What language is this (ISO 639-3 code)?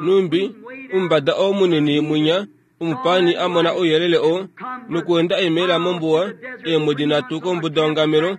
kua